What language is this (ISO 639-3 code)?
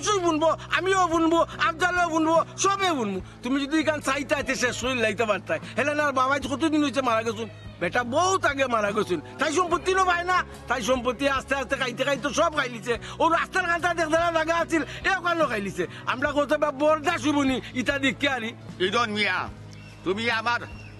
syl